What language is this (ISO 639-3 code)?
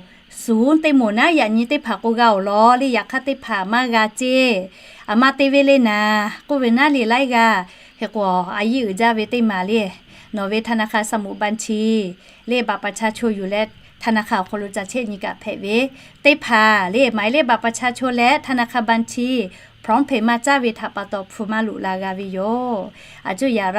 lhu